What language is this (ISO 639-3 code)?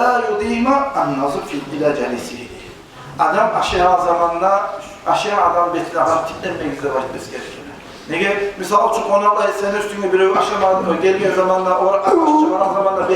kum